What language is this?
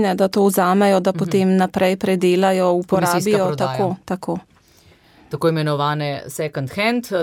Slovenian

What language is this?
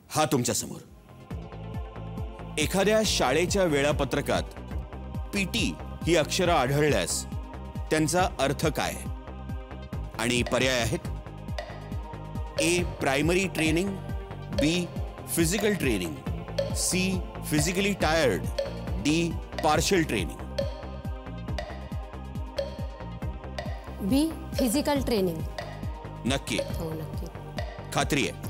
Marathi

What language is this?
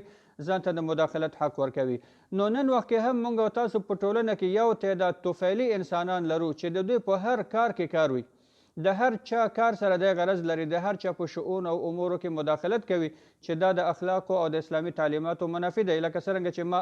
Pashto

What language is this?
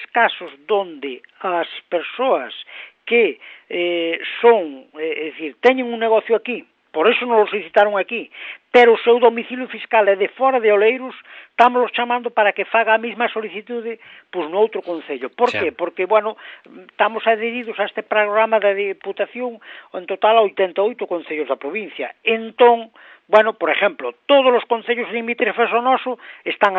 Galician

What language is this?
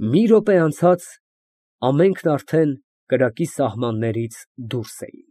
Armenian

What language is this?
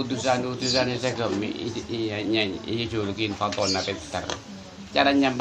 Madurese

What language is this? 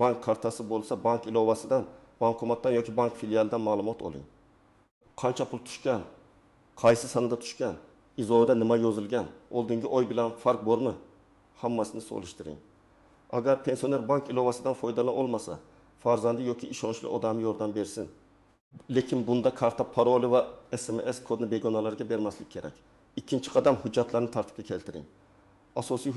Uzbek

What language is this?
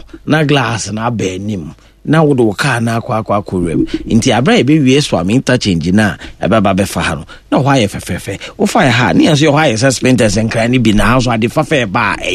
Akan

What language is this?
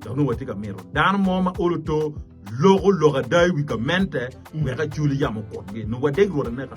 Acoli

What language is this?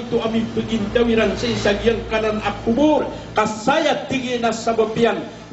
Maranao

